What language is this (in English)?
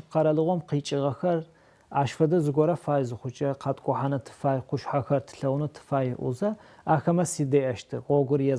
Adyghe